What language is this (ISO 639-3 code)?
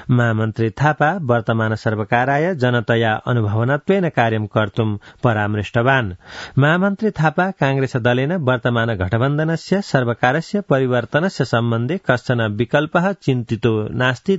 san